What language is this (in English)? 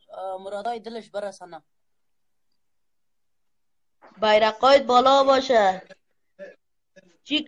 Persian